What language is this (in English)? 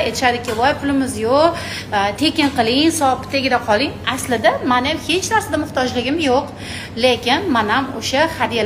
Uzbek